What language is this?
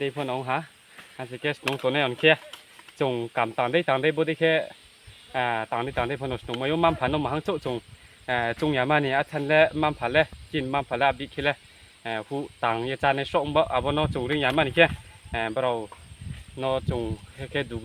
Riang (India)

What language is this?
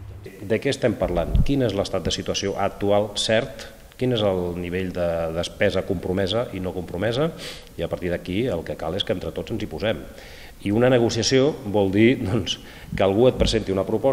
Catalan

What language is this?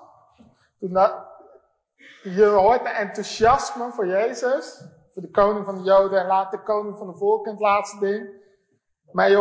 Dutch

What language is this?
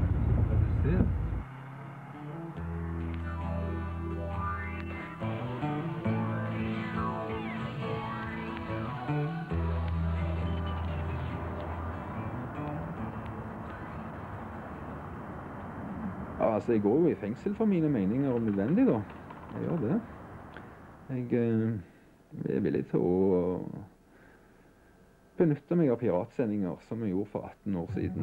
Norwegian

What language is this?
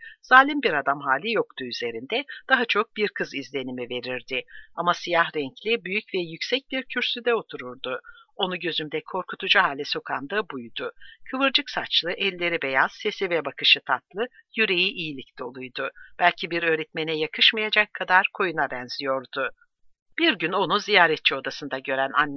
Turkish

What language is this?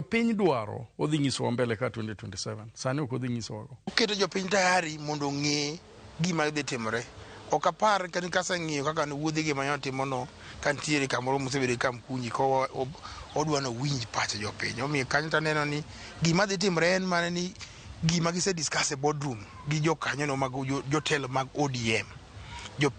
Luo (Kenya and Tanzania)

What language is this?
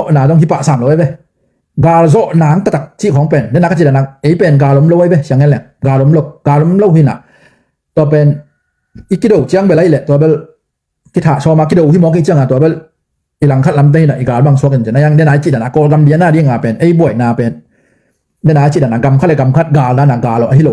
Tedim Chin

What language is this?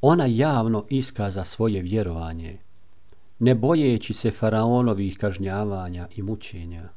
Bosnian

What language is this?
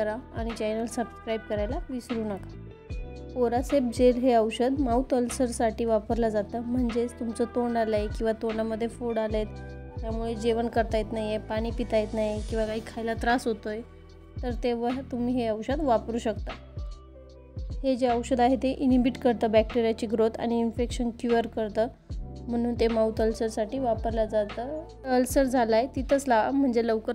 Marathi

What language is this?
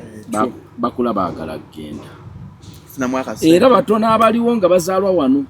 Ganda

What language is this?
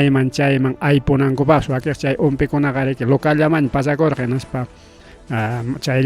Ayacucho Quechua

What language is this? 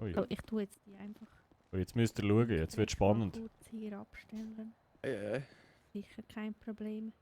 Swiss German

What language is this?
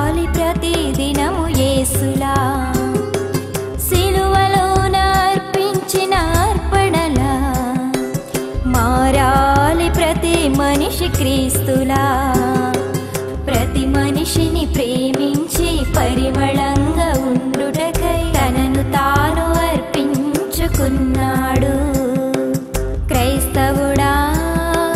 Telugu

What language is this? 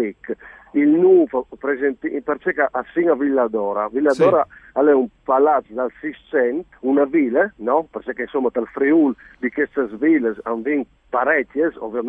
Friulian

